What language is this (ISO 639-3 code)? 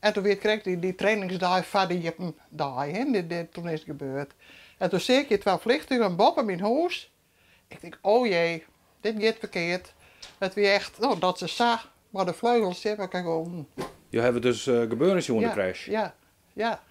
fry